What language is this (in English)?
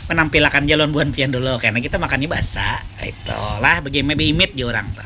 Banjar